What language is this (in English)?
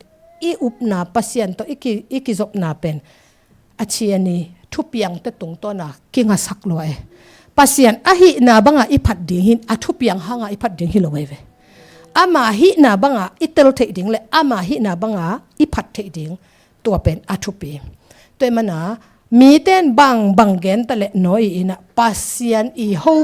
Tedim Chin